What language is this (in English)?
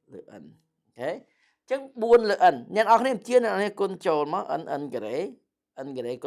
Khmer